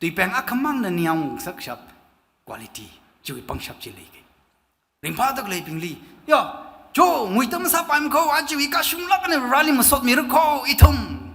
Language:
Tangkhul Naga (India)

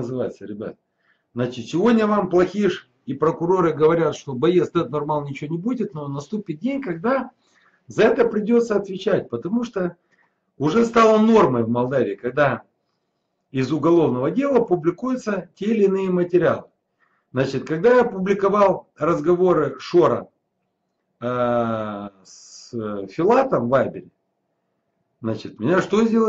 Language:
Russian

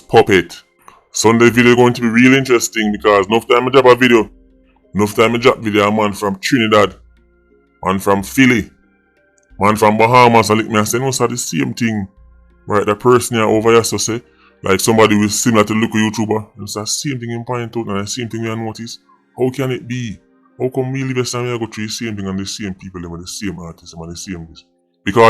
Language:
Jamaican Creole English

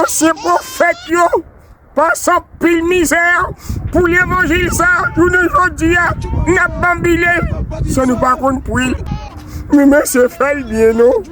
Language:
Haitian Creole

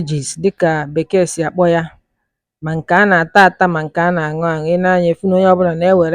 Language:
Igbo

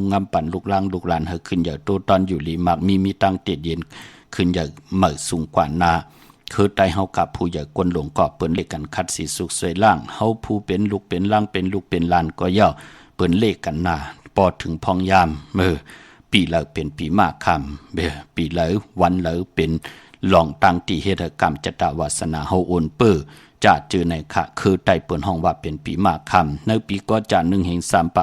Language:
Shan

